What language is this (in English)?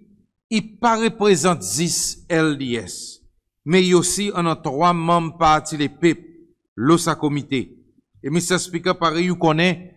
Seselwa Creole French